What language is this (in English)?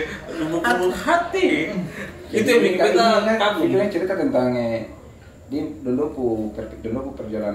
Ambonese Malay